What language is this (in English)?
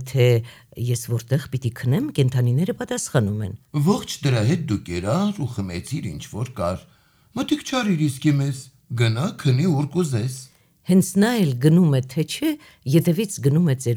Armenian